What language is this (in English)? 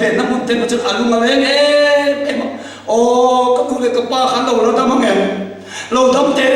Mizo